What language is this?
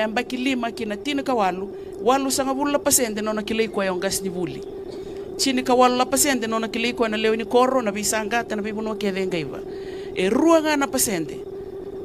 Fijian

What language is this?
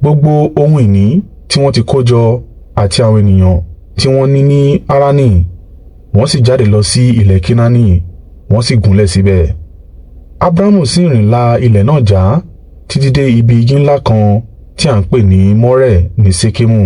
Yoruba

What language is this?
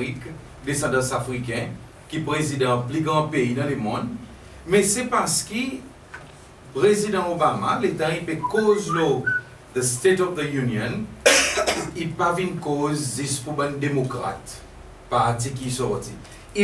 Seselwa Creole French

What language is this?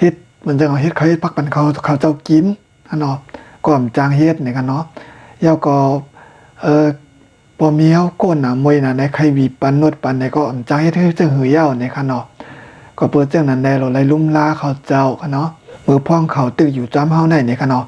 Shan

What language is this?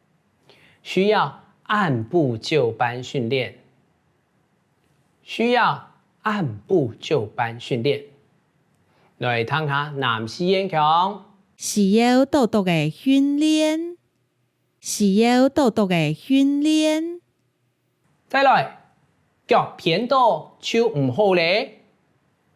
Hakka Chinese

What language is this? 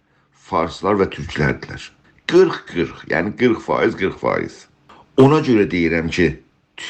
South Azerbaijani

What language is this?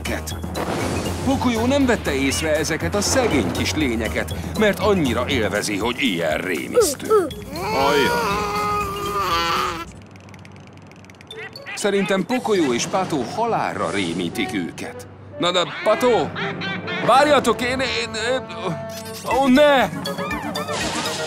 Hungarian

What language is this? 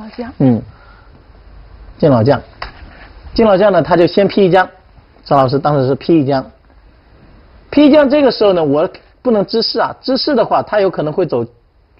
Chinese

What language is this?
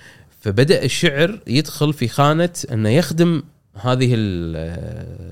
Gulf Arabic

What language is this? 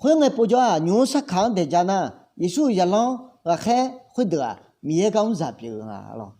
Akha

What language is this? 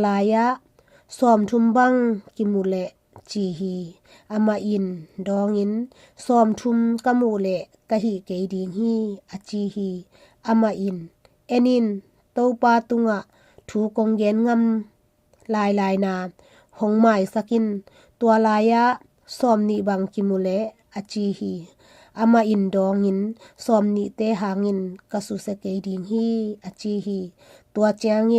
Tedim Chin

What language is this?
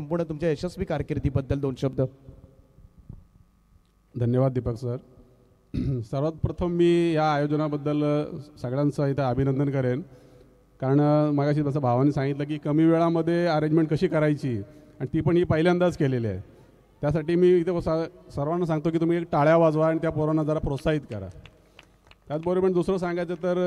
Marathi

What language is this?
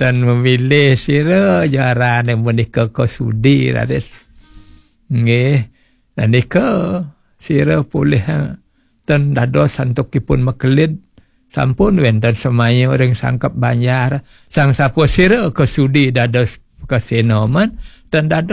Balinese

